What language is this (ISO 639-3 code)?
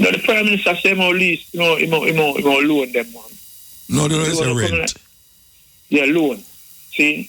jam